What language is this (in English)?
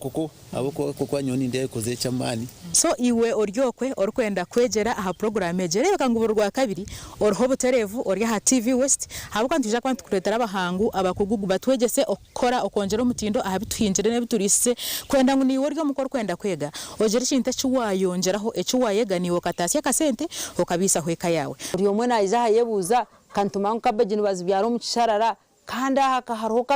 Nyankole